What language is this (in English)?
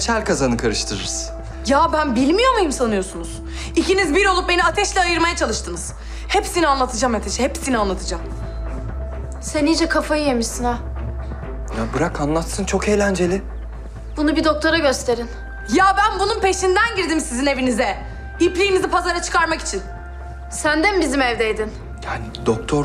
Turkish